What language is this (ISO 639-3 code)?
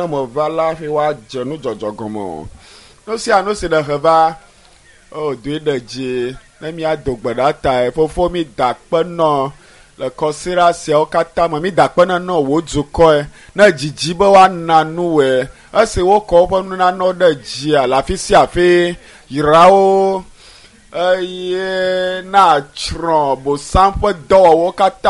ewe